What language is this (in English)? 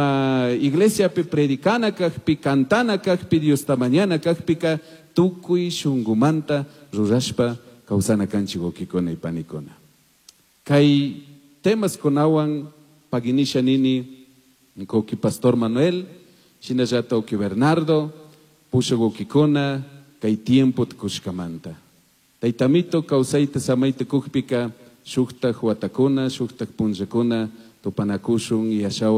Chimborazo Highland Quichua